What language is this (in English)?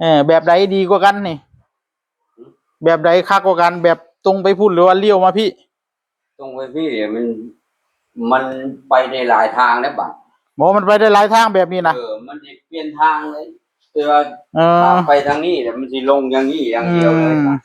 Northeastern Thai